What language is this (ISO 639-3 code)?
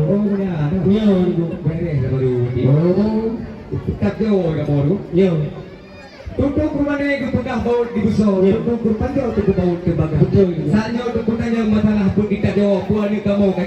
ace